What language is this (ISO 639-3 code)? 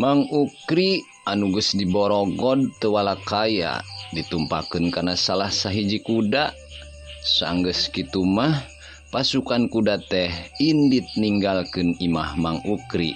sun